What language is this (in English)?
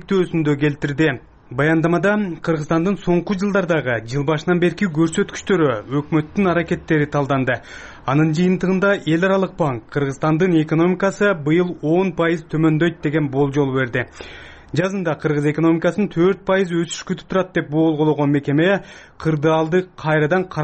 Kyrgyz